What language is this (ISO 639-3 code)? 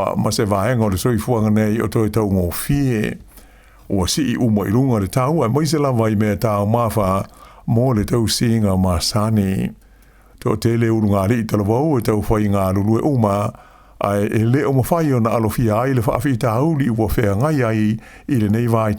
smo